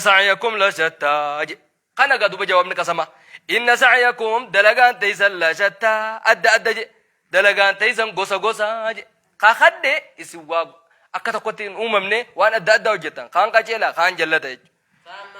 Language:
Oromo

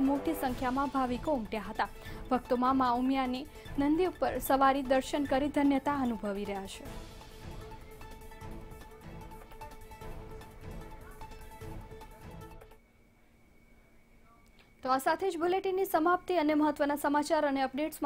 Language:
Gujarati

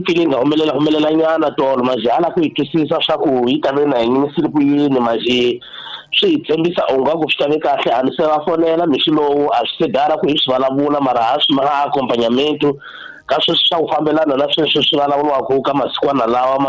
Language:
Tsonga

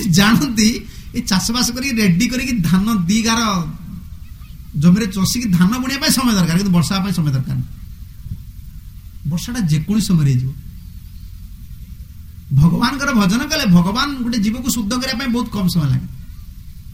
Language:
Odia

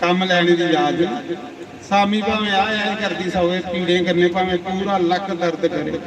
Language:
Dogri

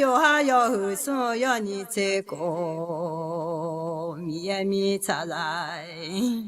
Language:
Akha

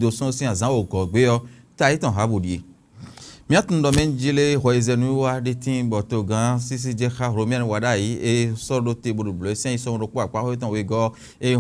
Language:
Fon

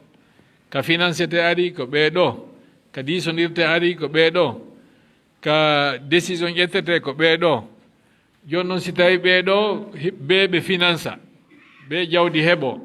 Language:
Fula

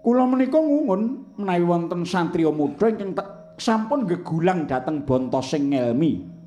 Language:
Javanese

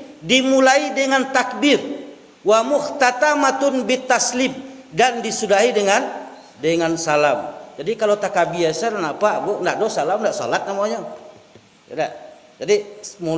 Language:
Minangkabau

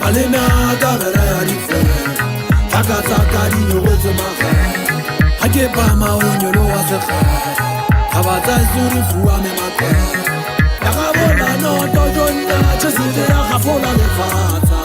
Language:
Southern Sotho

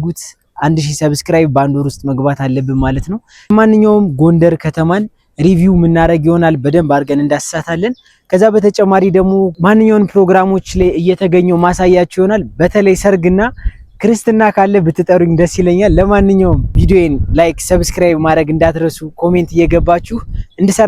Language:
Amharic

